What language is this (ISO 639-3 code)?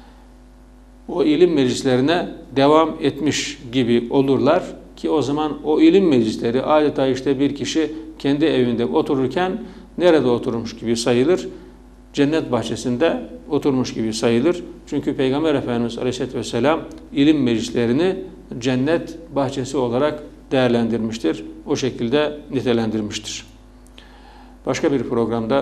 tur